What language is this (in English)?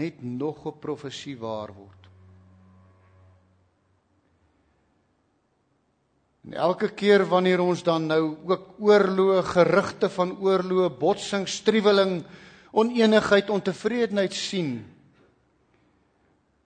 Afrikaans